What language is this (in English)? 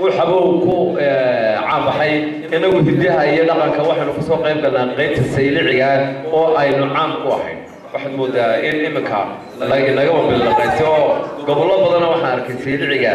Somali